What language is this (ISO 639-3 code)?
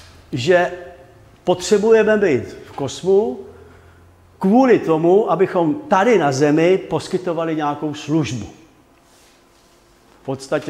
ces